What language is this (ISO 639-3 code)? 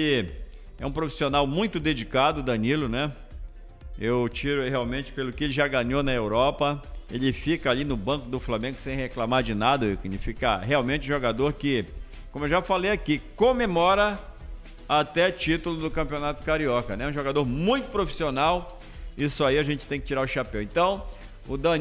por